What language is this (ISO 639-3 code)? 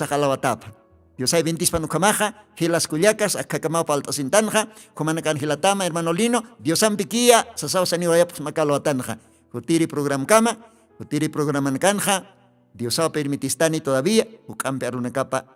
aym